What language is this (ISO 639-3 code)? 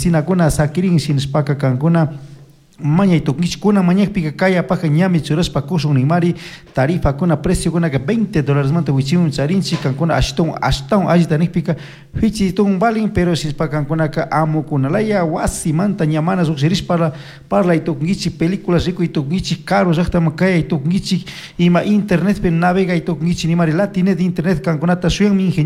qug